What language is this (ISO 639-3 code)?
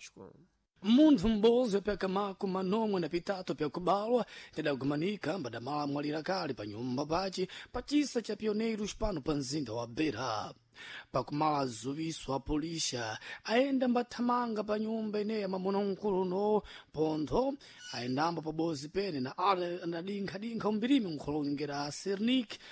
seh